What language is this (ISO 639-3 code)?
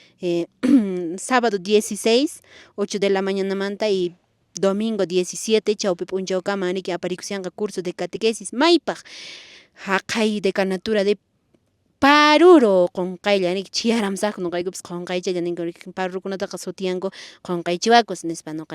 que